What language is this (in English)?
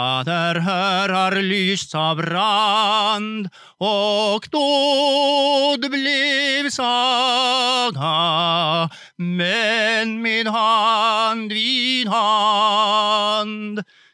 Swedish